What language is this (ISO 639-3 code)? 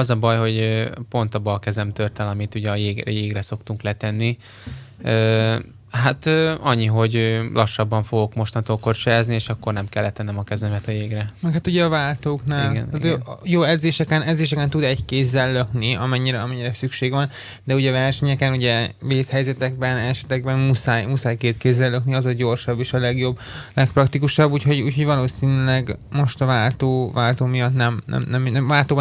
hun